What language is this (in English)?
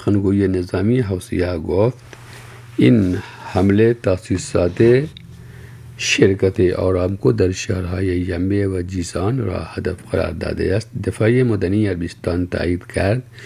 Persian